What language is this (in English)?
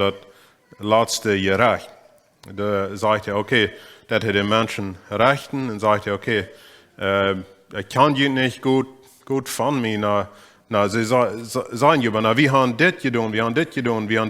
Plautdietsch